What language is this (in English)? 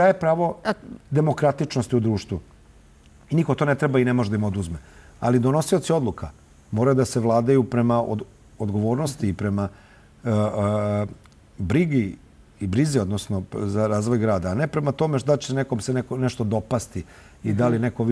Serbian